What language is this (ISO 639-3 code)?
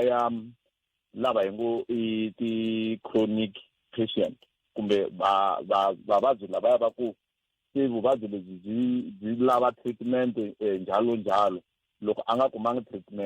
tso